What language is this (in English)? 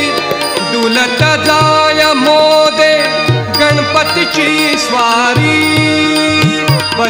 Marathi